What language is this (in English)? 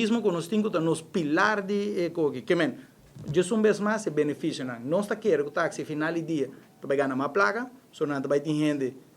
Papiamento